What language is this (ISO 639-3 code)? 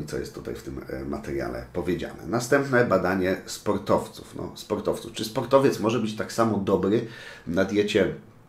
pol